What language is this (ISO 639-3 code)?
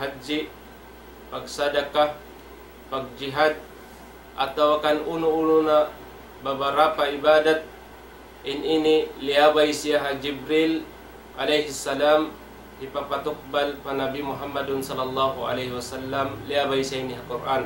tsg